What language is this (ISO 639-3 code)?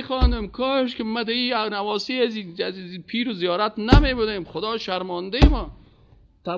fas